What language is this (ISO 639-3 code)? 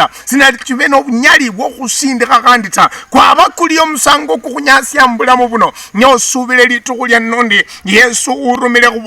luy